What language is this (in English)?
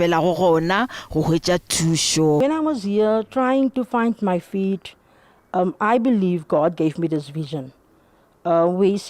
Northern Sotho